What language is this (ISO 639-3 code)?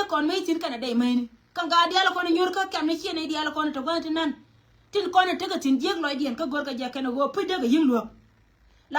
nus